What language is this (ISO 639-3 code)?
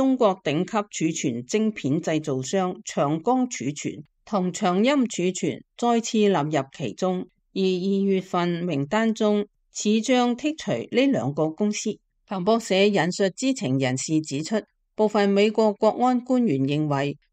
yue